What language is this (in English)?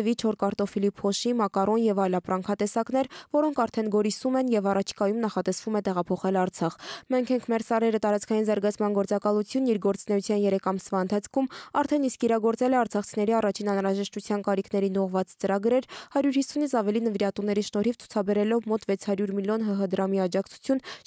Armenian